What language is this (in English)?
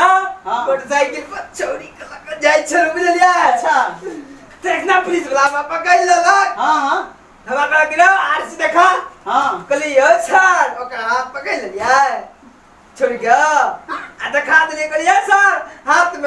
Maithili